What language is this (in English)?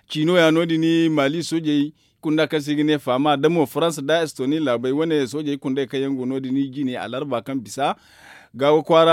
Zarma